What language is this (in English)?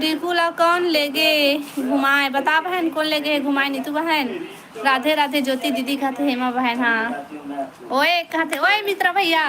Chhattisgarhi